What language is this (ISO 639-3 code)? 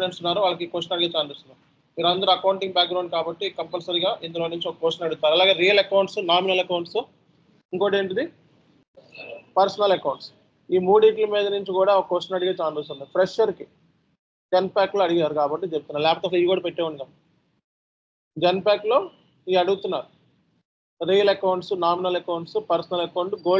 tel